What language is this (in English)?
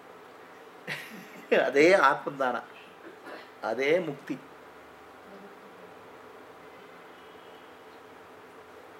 Kannada